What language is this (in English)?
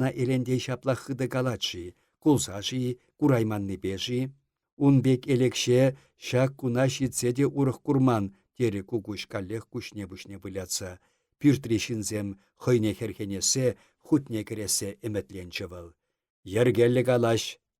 Chuvash